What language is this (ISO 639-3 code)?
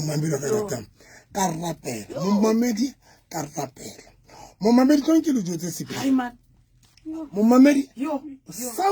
sot